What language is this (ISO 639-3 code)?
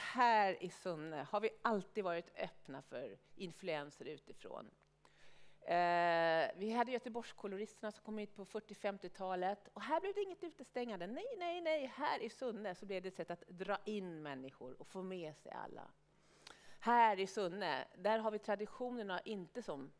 swe